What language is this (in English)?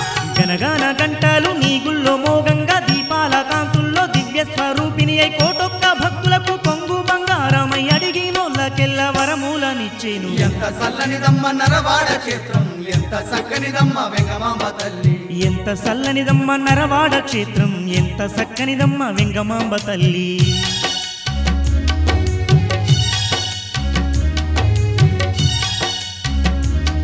Telugu